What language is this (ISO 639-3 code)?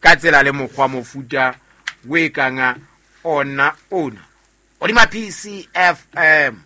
sot